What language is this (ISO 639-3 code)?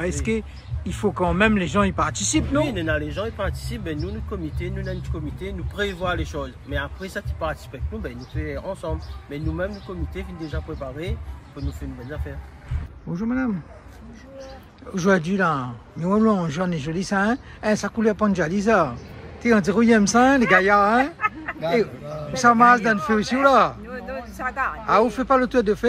rcf